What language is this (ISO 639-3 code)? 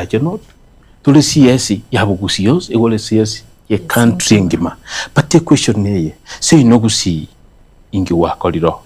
guz